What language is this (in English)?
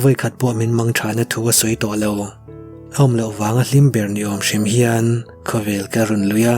Mizo